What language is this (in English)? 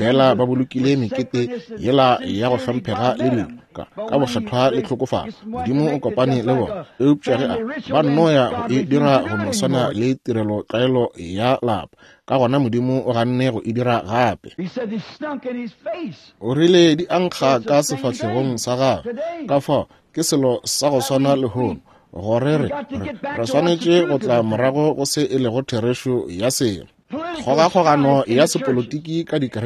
Northern Sotho